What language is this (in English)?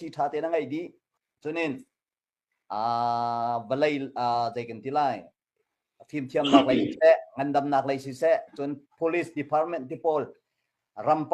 Hakha Chin